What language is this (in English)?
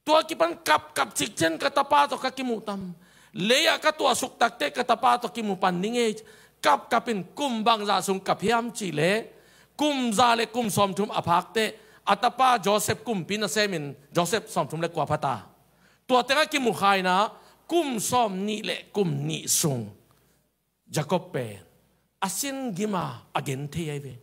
Tedim Chin